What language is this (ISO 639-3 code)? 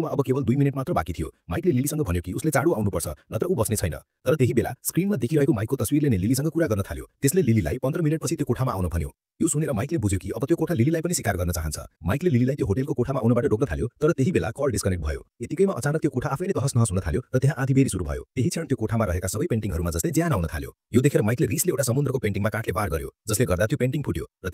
nep